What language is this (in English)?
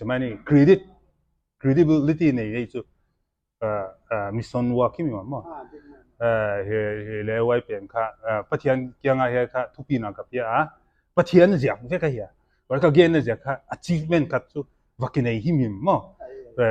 Paite Chin